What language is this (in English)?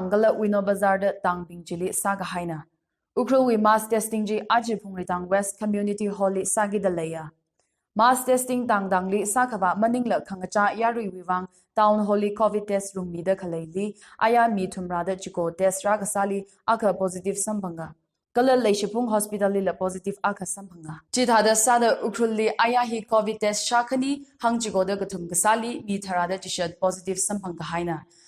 Tangkhul Naga (India)